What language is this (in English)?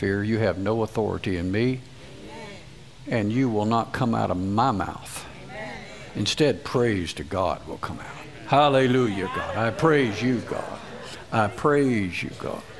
English